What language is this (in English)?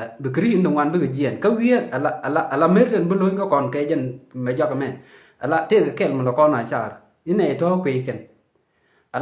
Nuer